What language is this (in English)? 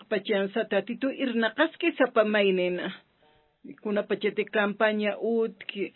Aymara